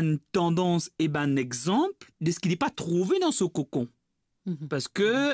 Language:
Morisyen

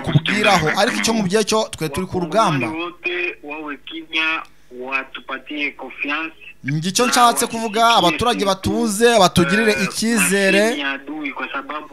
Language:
Kinyarwanda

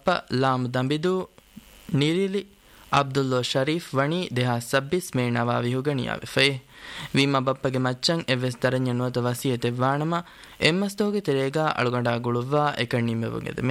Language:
Divehi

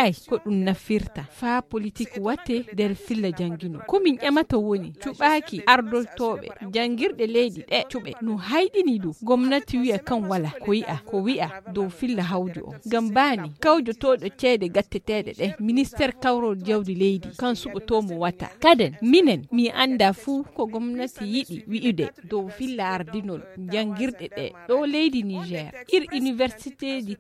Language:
Fula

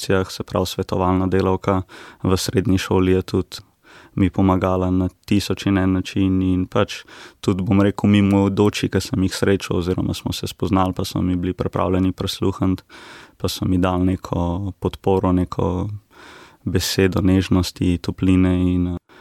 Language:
Slovenian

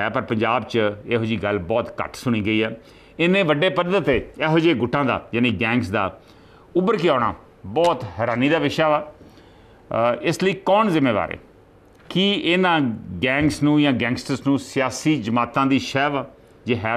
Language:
Punjabi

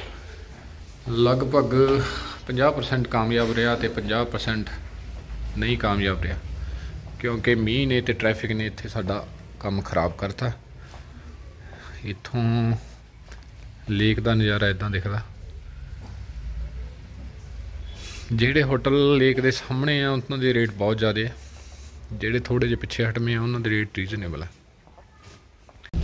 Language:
Punjabi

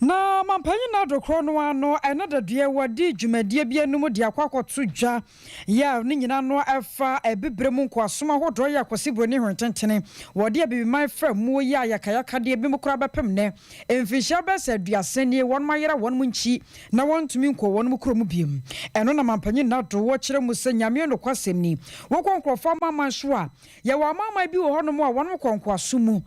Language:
Akan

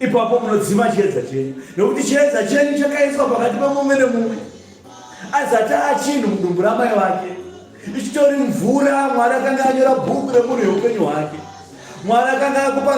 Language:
Shona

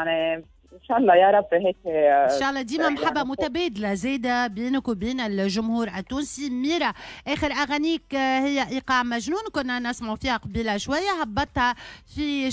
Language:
Tunisian Arabic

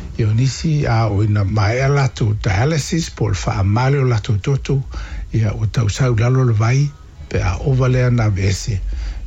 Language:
Samoan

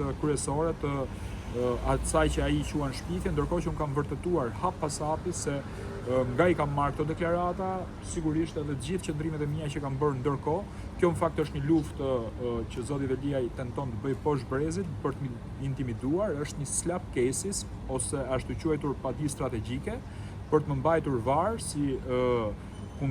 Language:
Albanian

